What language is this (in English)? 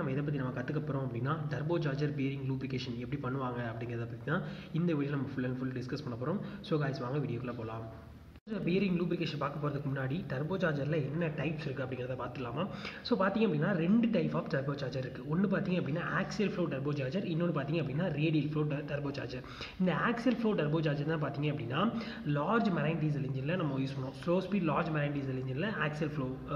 Tamil